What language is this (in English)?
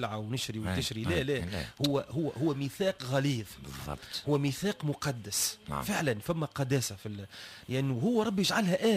Tunisian Arabic